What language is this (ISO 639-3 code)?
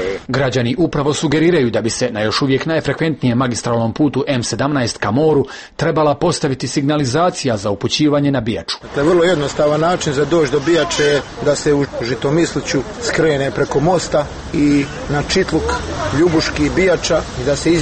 hrv